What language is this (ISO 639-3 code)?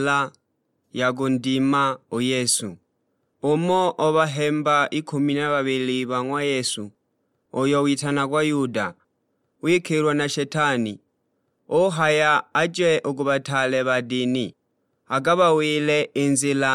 suk